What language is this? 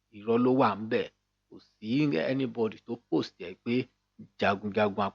Yoruba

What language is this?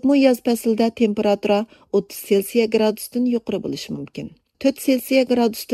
Uyghur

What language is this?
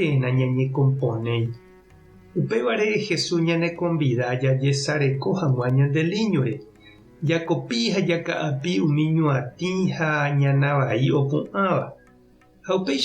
Guarani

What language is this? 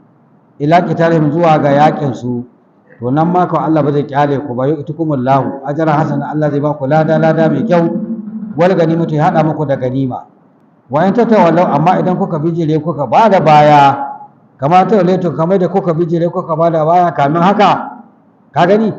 Hausa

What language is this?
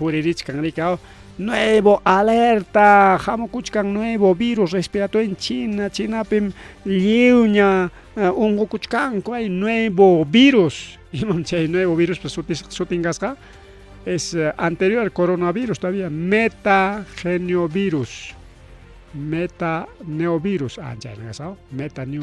Ayacucho Quechua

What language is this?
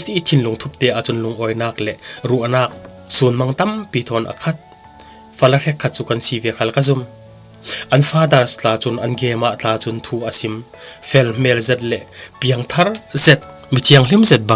Falam Chin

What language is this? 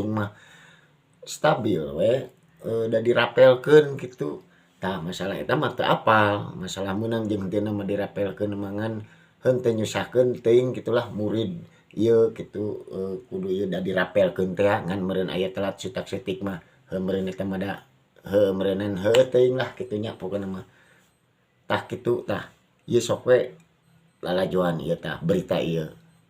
Sundanese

